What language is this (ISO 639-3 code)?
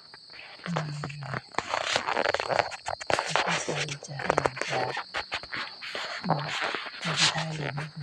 lao